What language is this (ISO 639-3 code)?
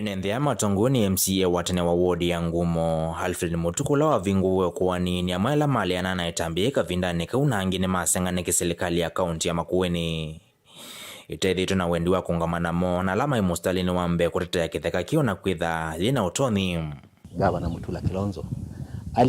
kam